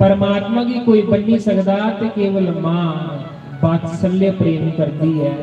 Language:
Dogri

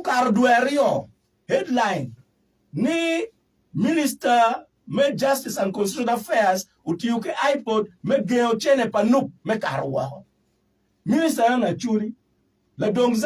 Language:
Acoli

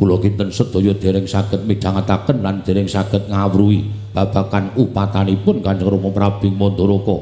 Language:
Javanese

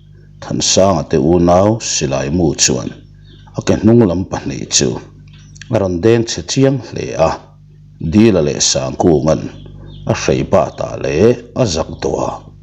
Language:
Mizo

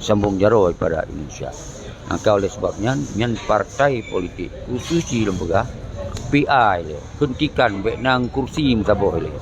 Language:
Achinese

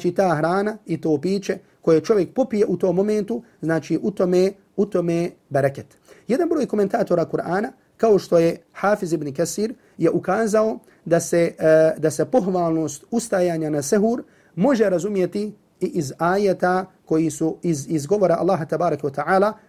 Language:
Bosnian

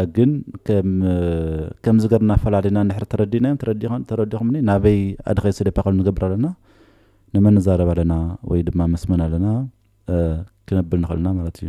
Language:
Tigrinya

